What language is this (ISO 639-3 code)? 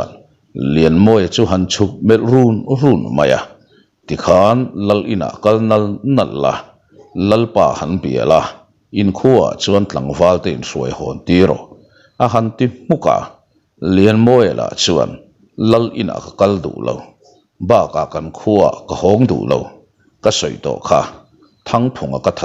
lus